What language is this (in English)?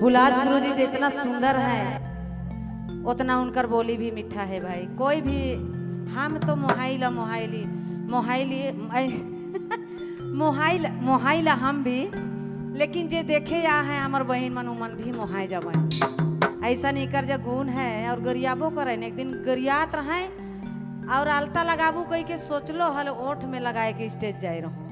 Sadri